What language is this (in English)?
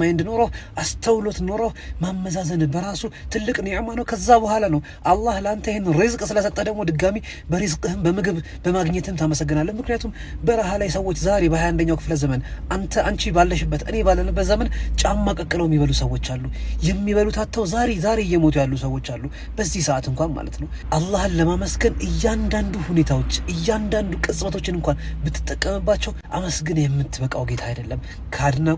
Amharic